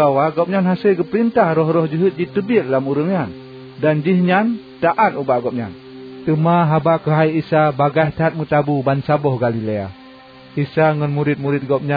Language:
Achinese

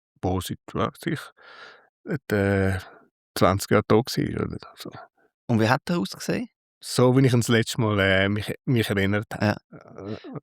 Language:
Swiss German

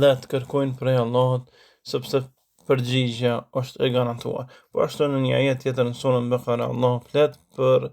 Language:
Albanian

